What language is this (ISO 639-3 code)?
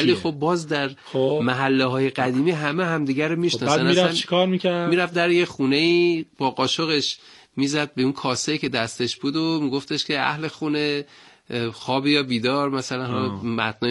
fas